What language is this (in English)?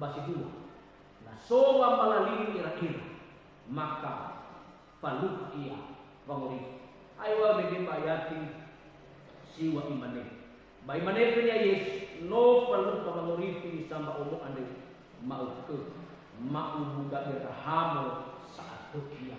Nias